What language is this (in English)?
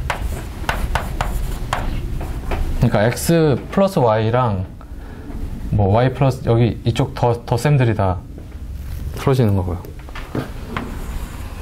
Korean